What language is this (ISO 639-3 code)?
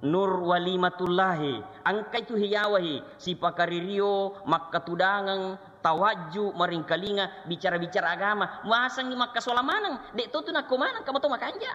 bug